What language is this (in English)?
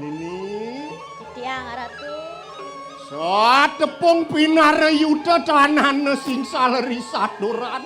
Balinese